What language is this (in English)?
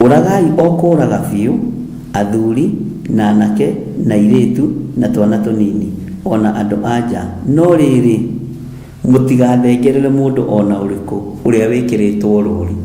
Kikuyu